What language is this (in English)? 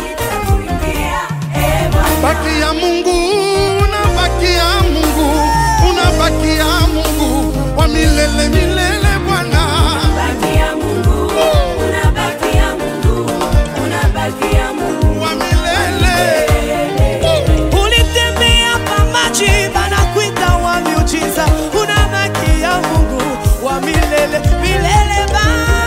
Swahili